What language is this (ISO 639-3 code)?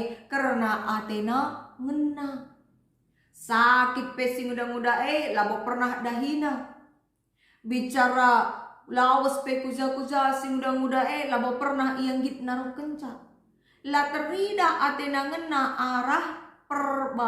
btx